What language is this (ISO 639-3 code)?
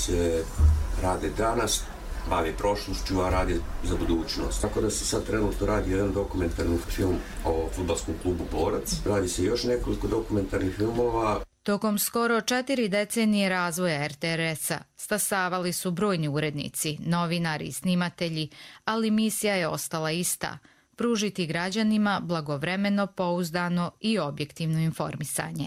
hrv